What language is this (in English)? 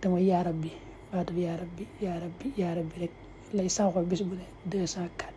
Wolof